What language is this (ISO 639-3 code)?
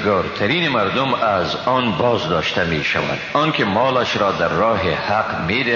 fas